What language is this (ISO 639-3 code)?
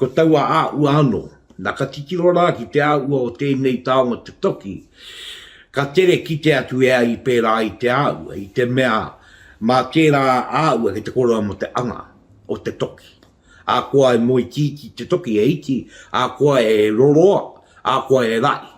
mri